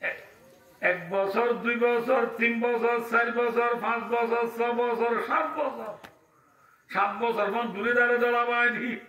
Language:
Rohingya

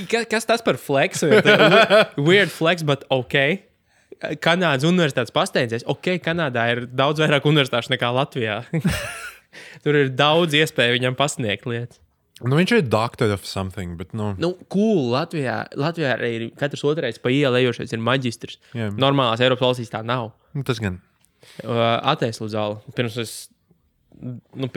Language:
Latvian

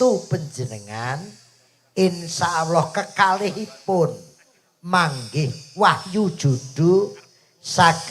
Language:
Javanese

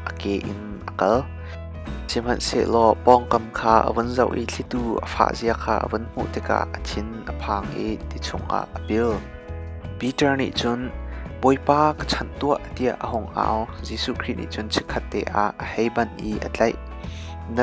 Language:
Hakha Chin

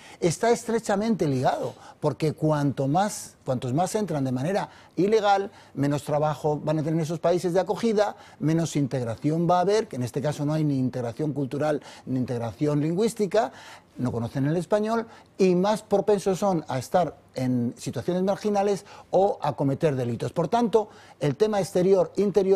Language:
Spanish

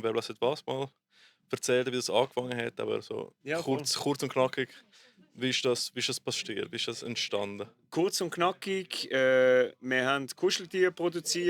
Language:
Swiss German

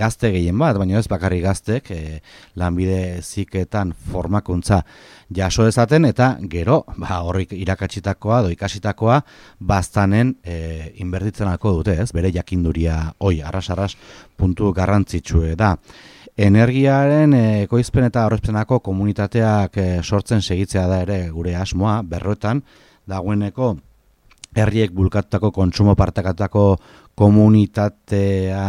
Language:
Basque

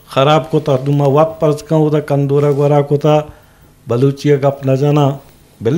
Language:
Eastern Balochi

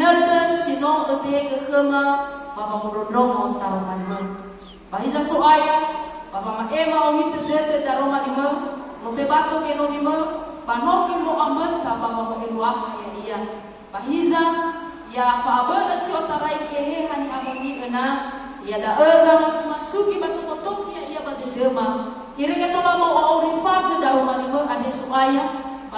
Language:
Nias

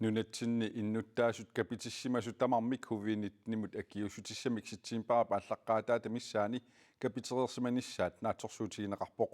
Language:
Kalaallisut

